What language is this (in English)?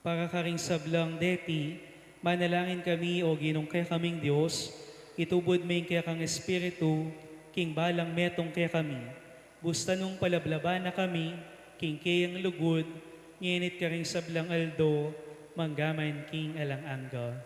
Pampanga